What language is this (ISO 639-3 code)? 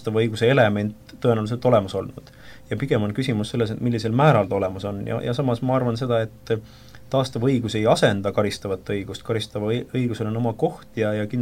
est